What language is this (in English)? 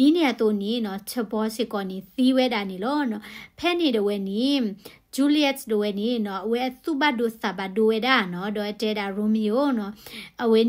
S'gaw Karen